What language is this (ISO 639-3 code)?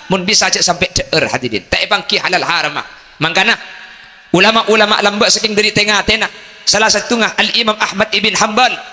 mad